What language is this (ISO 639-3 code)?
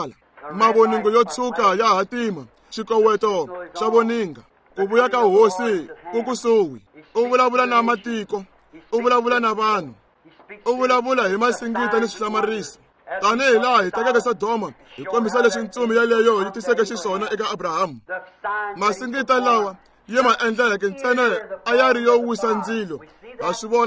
tso